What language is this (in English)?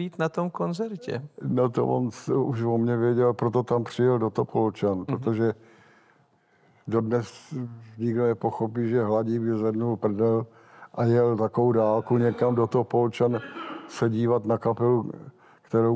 Czech